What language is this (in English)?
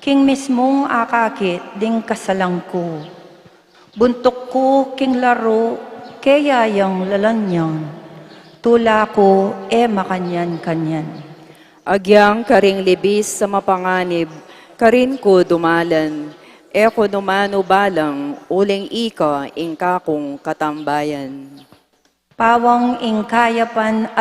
Pampanga